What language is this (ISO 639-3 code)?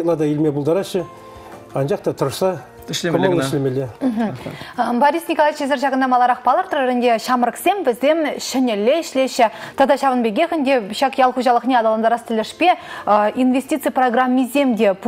chv